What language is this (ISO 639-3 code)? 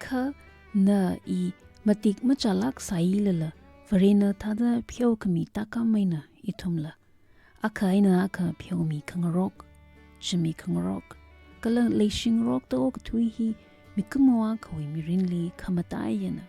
nmf